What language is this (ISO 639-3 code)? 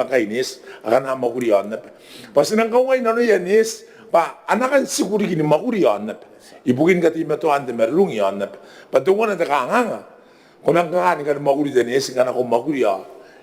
gil